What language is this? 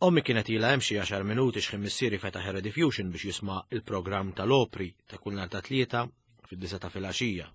Maltese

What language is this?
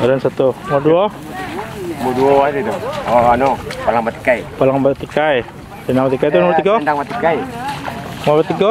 Minangkabau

